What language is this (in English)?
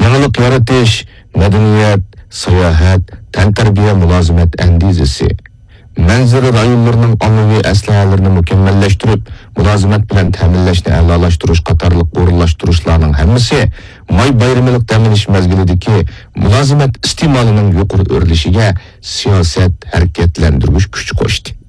Uyghur